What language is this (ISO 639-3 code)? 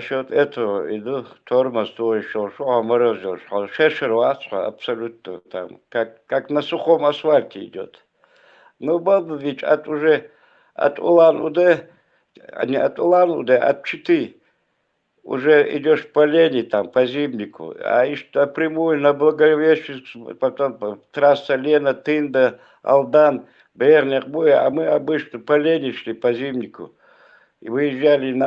che